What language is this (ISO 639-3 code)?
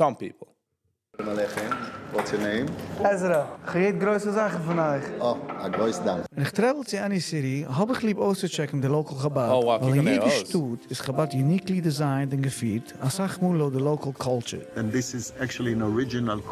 yid